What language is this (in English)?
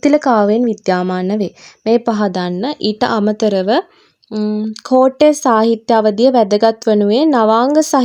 Sinhala